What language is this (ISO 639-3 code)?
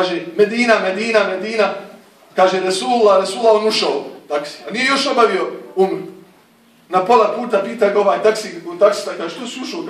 bos